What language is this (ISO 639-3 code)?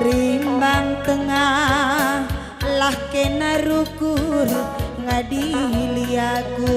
btx